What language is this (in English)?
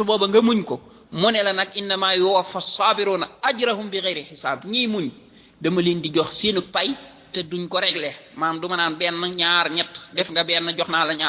Wolof